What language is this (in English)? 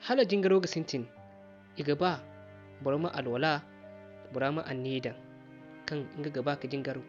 Zarma